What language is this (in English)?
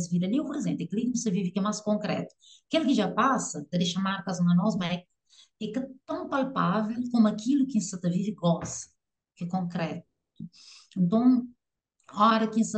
Kabuverdianu